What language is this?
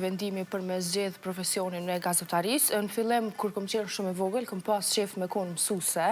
Albanian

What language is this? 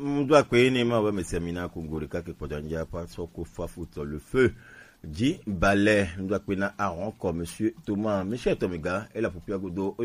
Gen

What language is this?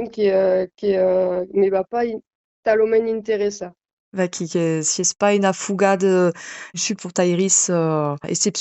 Occitan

